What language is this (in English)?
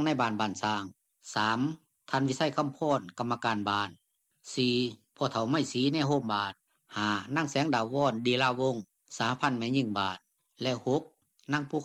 Lao